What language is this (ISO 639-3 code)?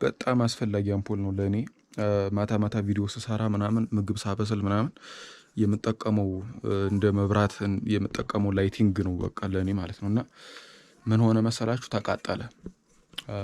amh